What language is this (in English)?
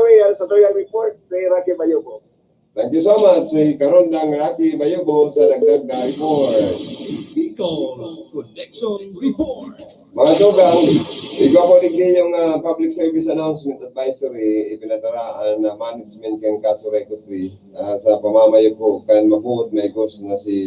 Bikol